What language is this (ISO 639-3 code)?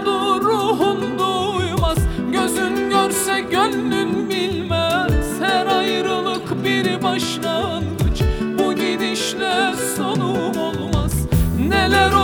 tur